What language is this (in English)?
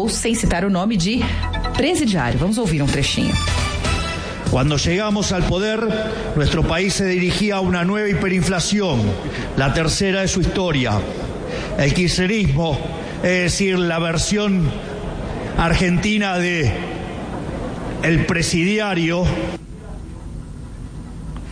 Portuguese